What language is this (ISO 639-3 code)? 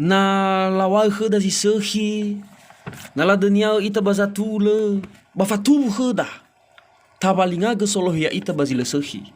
nia